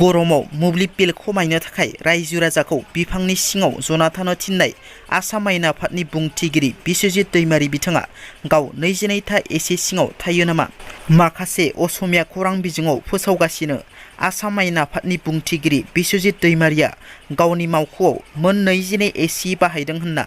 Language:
Bodo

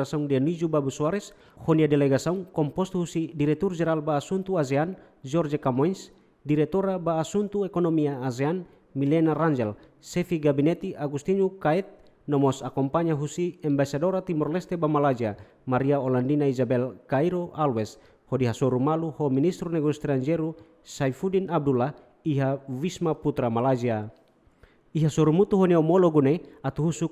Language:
Tetum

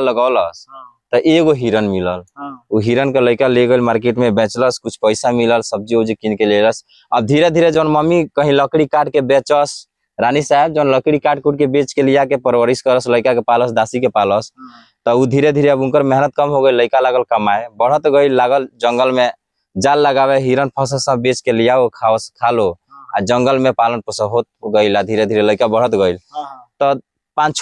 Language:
Bhojpuri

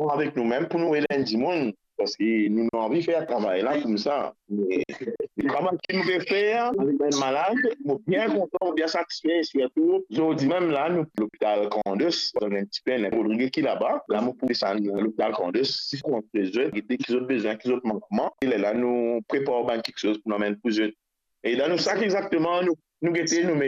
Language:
Morisyen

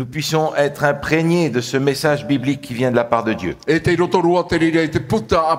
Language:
Tahitian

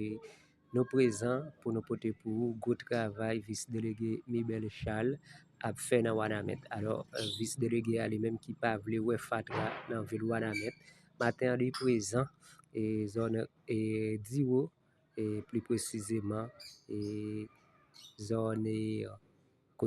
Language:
Haitian Creole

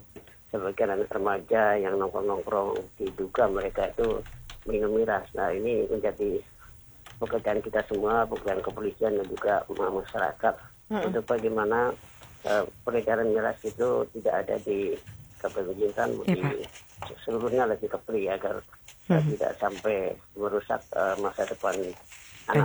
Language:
Indonesian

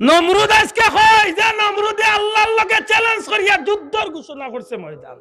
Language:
Sylheti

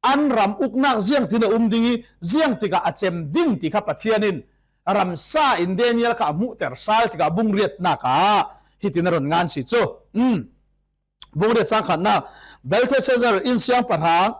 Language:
Falam Chin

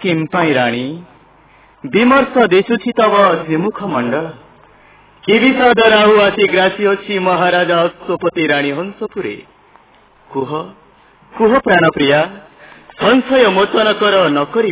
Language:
Odia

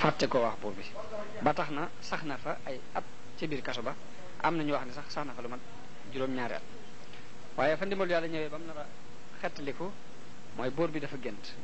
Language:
Wolof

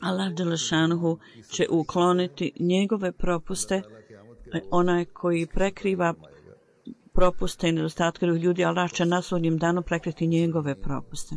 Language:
Bosnian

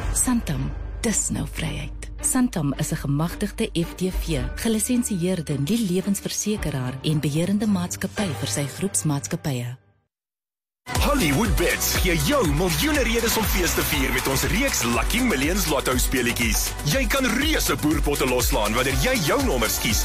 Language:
Afrikaans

